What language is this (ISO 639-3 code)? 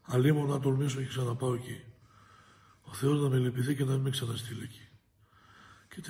ell